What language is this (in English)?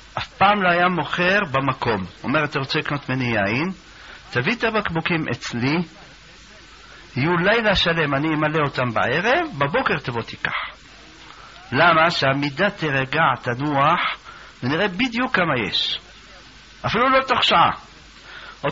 Hebrew